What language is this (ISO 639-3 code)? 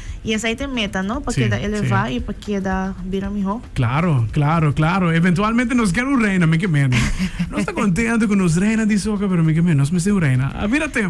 pap